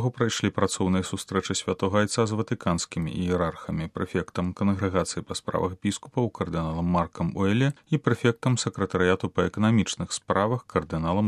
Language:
Belarusian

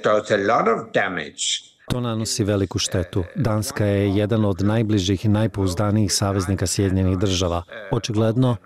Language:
Bosnian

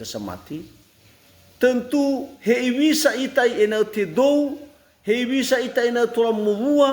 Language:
Nias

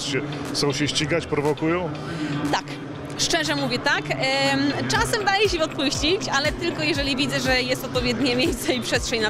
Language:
Polish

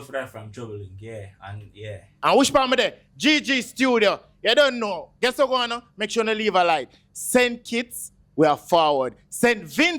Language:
Jamaican Creole English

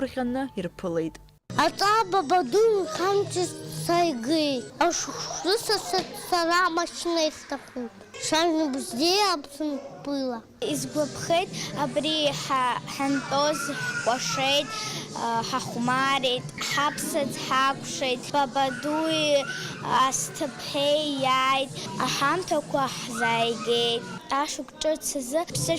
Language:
Abkhazian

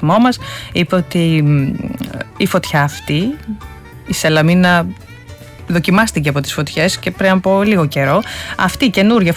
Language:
Greek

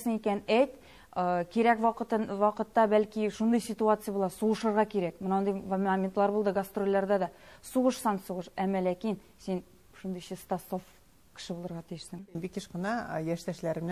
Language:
Tatar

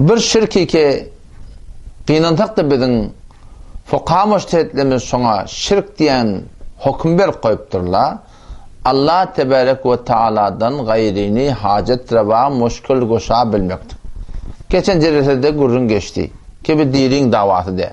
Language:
Turkmen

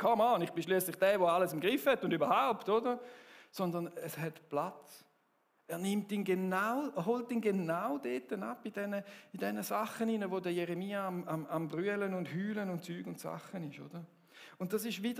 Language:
Swiss German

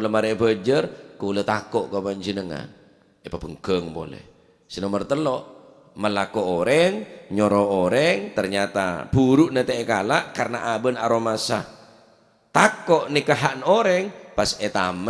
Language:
Madurese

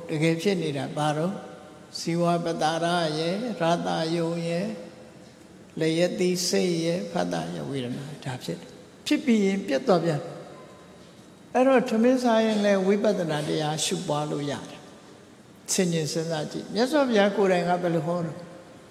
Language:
Burmese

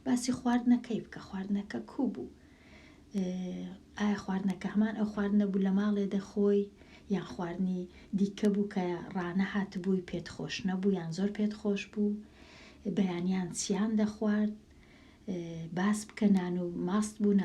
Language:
Central Kurdish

